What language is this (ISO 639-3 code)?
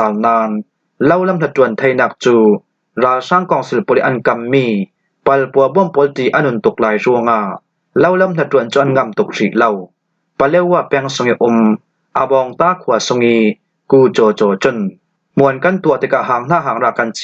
cfm